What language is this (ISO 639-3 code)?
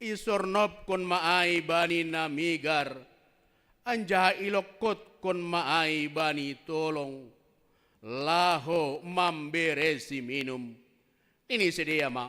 bts